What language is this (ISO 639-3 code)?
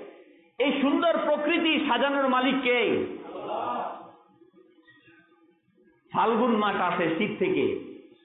ben